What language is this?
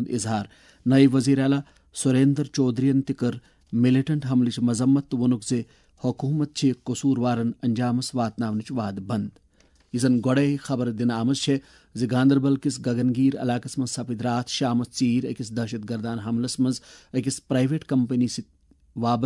Kashmiri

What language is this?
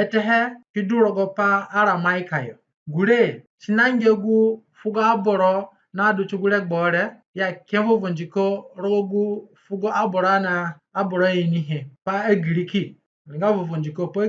Zande (individual language)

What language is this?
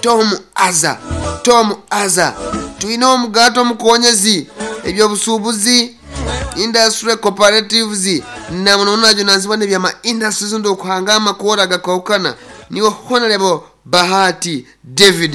Nyankole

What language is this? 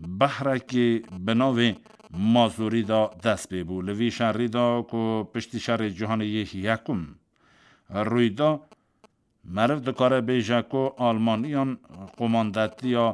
Kurdish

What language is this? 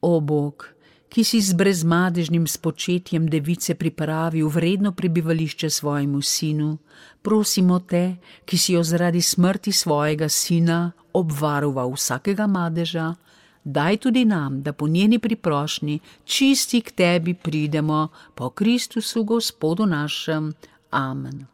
Slovenian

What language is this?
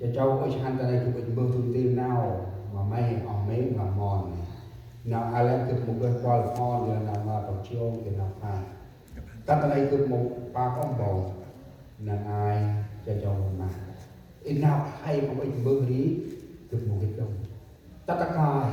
Central Mnong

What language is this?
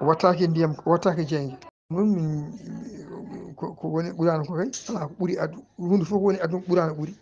Fula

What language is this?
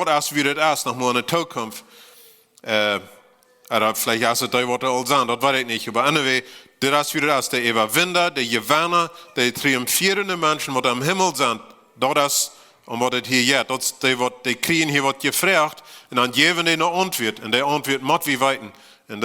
Plautdietsch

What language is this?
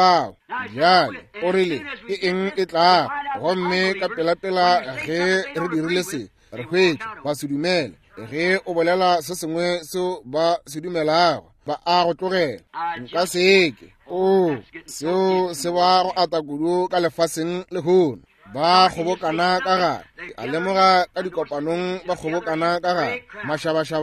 Northern Sotho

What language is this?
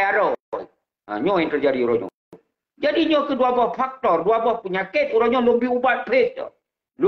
Achinese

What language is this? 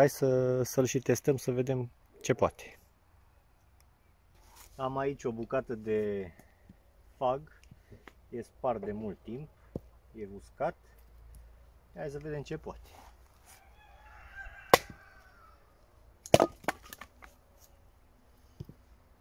Romanian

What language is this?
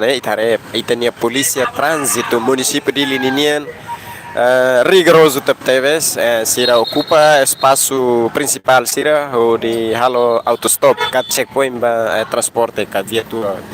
Tetum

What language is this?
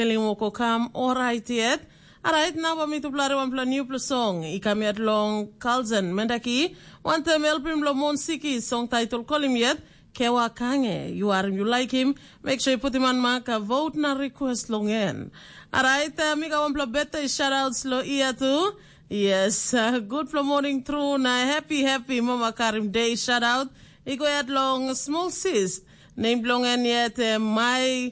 Tok Pisin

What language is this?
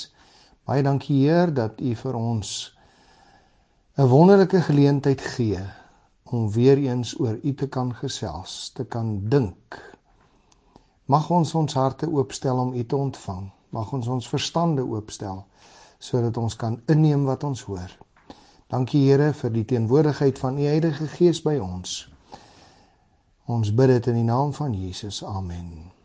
Afrikaans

